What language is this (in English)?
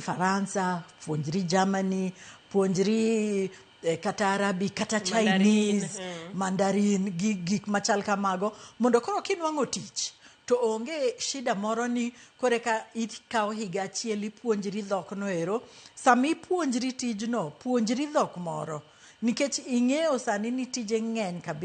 Luo (Kenya and Tanzania)